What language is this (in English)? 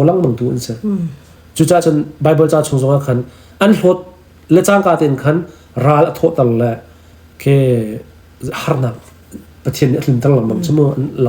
Hakha Chin